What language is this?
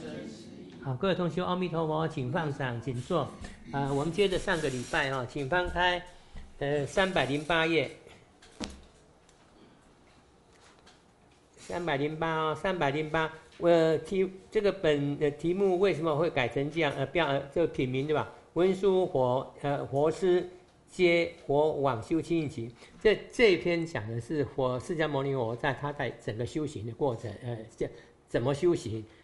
Chinese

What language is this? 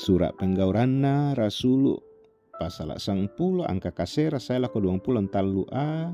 Toraja-Sa'dan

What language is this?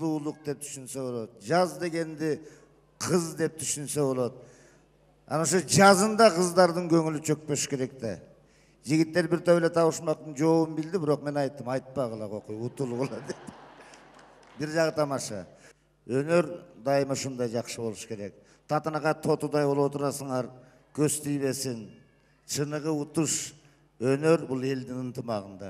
Kyrgyz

